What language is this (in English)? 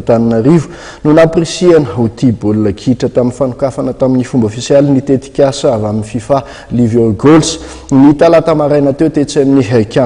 Malagasy